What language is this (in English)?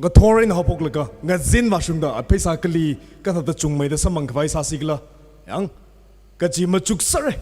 Tangkhul Naga (India)